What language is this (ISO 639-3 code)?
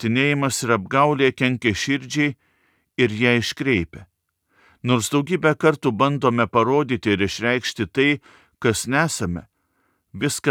lit